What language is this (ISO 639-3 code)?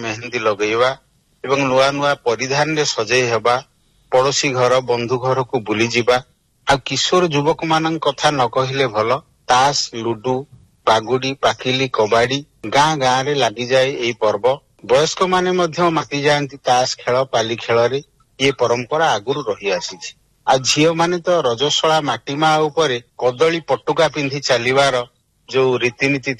ori